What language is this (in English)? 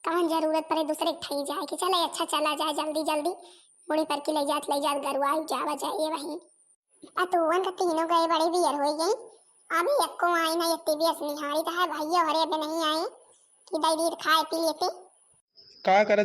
Awadhi